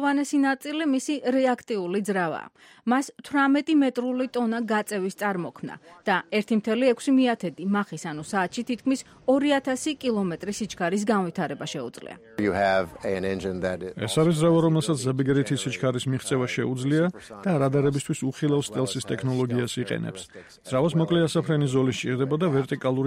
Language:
Georgian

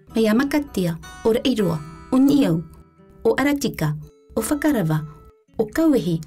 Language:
Tahitian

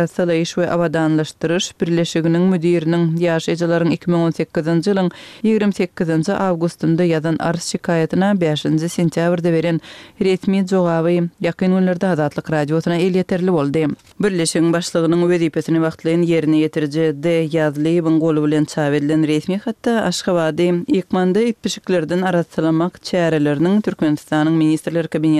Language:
Turkmen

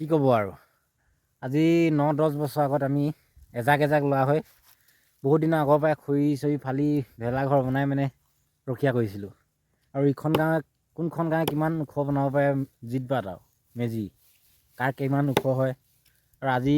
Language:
Assamese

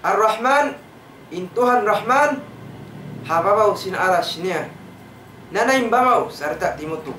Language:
Tausug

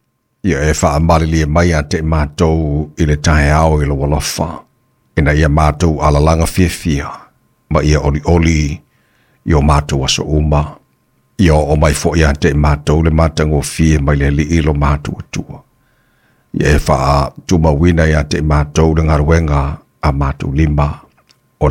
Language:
Samoan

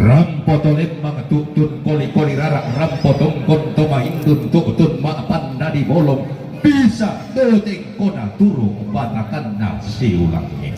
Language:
Toraja-Sa'dan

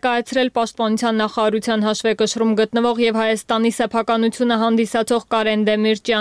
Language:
Armenian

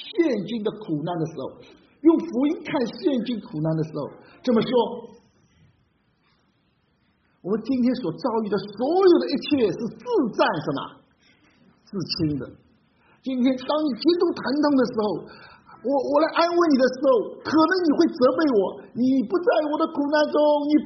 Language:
Chinese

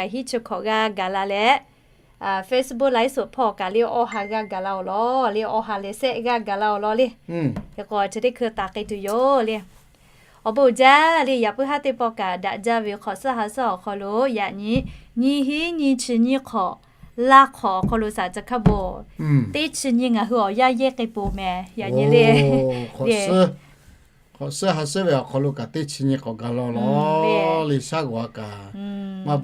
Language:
Lahu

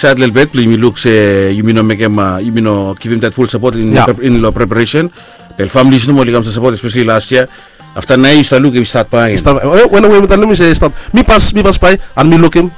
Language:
Bislama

